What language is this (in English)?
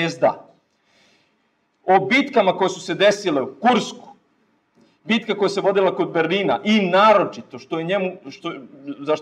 Serbian